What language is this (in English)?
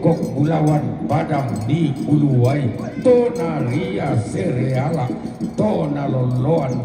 Toraja-Sa'dan